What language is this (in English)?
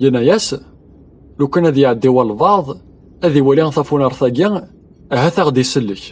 Kabyle